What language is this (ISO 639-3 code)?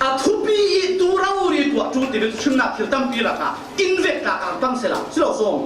cfm